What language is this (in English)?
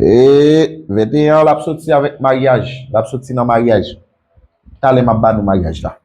Haitian Creole